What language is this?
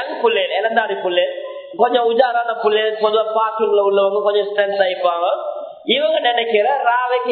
Tamil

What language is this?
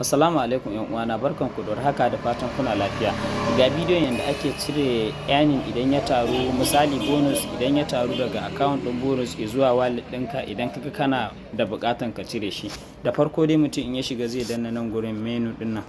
Hausa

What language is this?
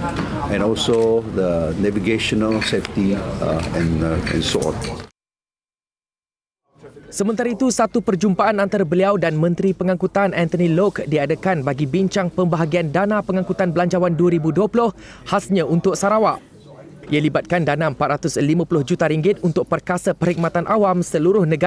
Malay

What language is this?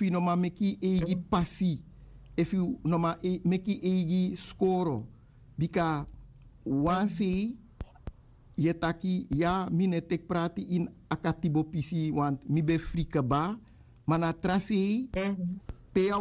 Sranan Tongo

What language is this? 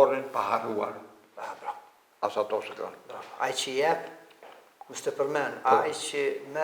Albanian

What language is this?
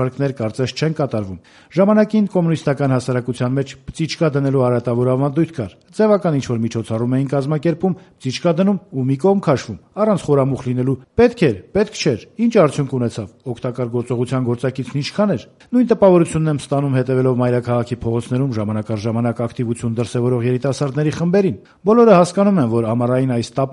Armenian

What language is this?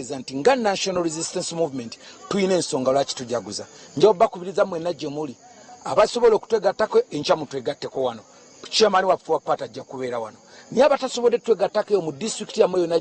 Ganda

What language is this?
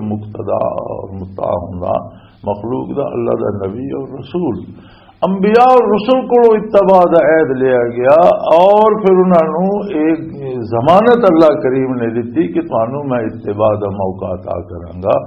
Western Panjabi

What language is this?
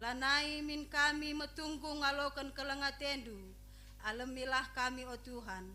Batak Karo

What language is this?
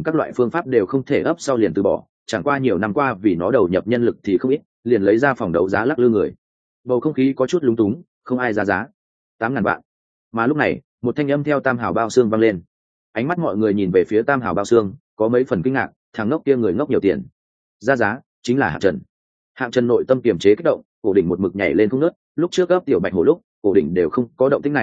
Vietnamese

